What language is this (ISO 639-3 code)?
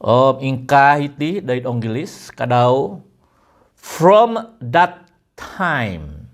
dtp